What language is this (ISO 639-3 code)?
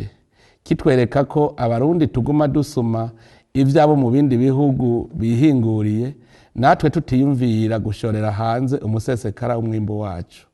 run